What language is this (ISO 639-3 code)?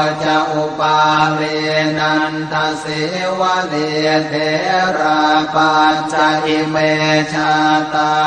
pli